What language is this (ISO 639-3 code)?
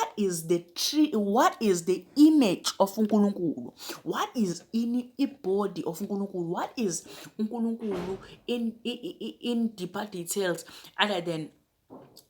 zul